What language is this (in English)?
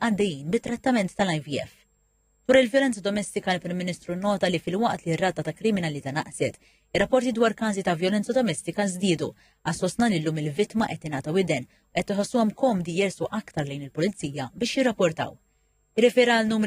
Maltese